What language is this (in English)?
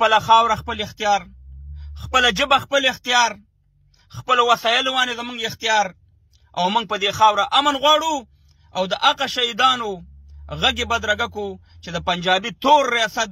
Pashto